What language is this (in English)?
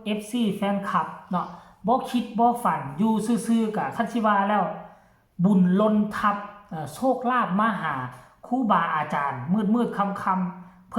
Northeastern Thai